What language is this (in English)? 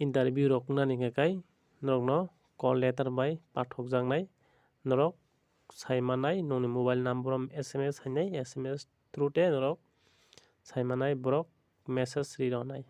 Kok Borok